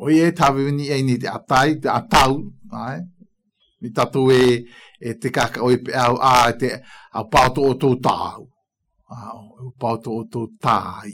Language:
Galician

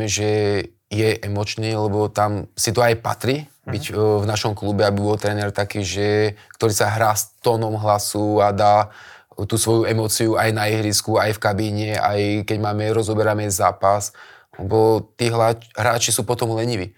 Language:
Slovak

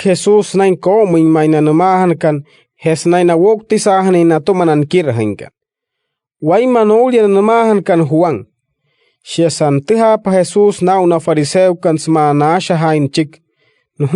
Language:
Wayuu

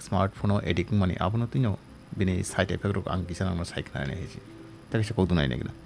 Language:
Kok Borok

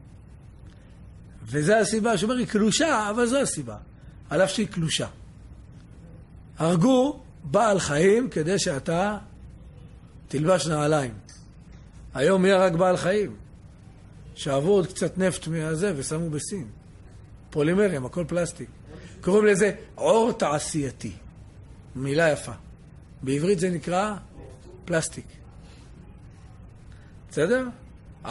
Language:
Hebrew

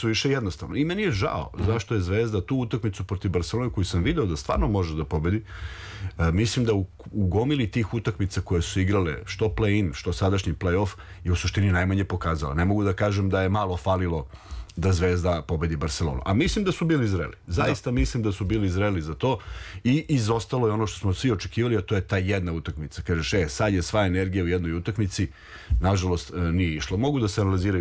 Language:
Serbian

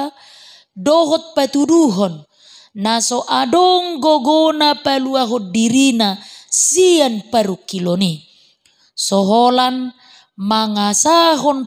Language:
Batak Toba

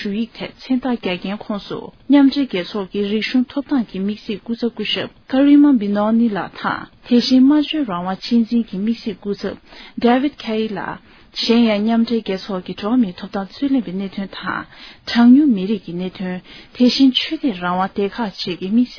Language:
Tibetan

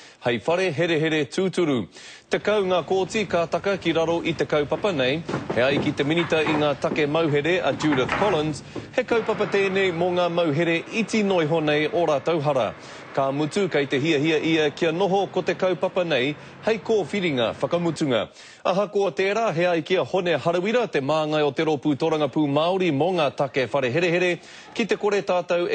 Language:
Māori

